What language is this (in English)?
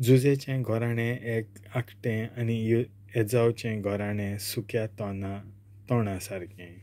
Konkani